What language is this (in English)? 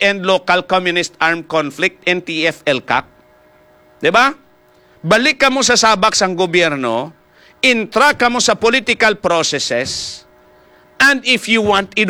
Hiligaynon